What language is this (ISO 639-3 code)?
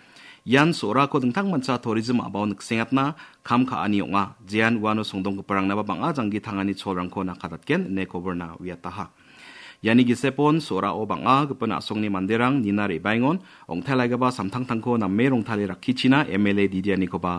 grt